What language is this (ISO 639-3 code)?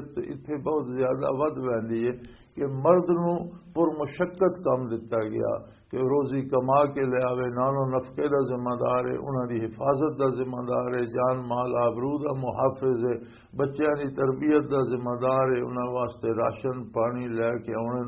lah